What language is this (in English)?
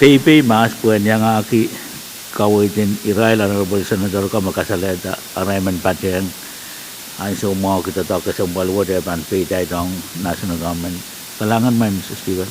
Pohnpeian